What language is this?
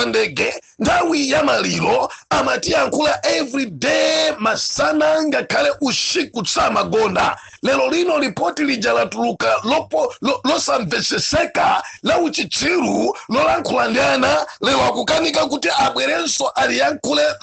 Nyanja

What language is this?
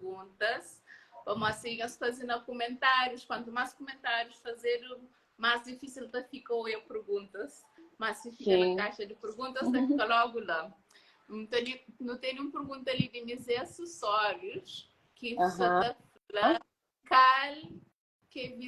Kabuverdianu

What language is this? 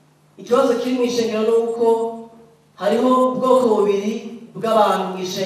Rundi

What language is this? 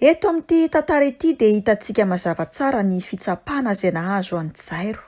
Malagasy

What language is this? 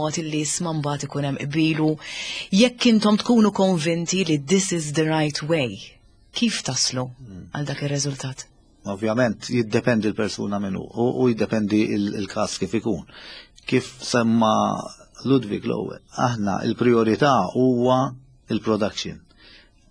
Maltese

